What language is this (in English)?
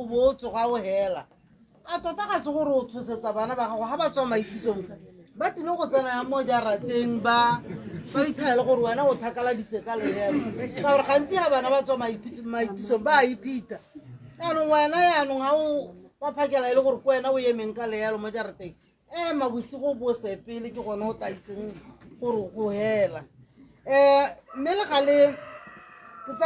Tswana